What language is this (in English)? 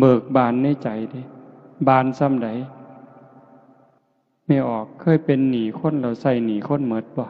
Northeastern Thai